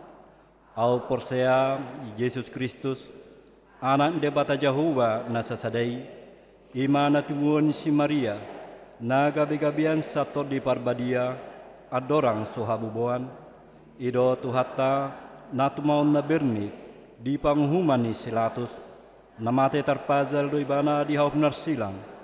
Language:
Batak Toba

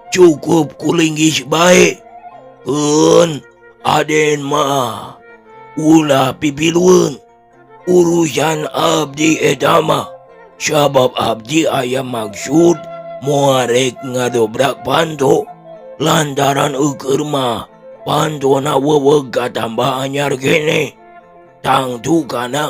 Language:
Sundanese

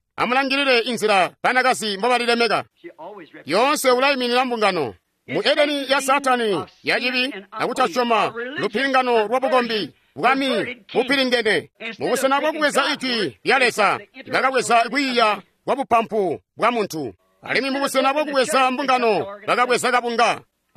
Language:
Tonga (Zambia)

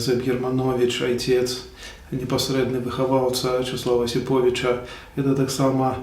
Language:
Belarusian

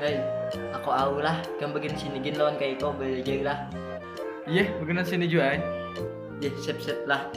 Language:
Banjar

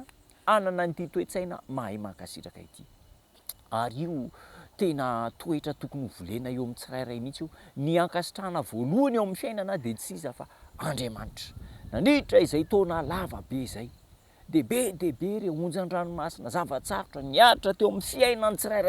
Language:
Malagasy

